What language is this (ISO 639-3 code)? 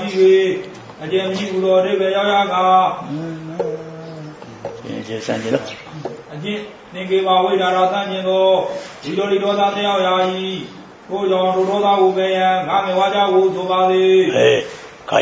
mya